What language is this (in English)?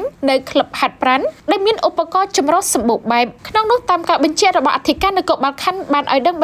Khmer